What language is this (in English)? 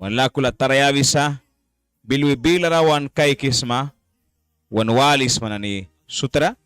Mískito